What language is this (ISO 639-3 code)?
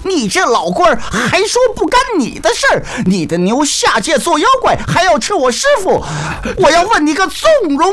zho